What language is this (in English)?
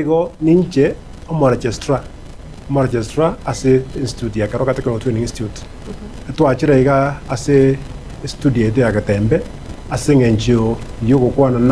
Gusii